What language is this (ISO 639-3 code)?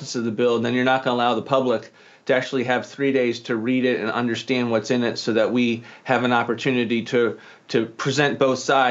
eng